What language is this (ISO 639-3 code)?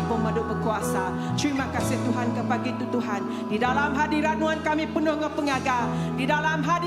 iba